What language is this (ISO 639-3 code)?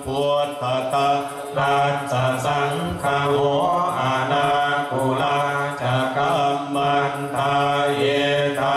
pli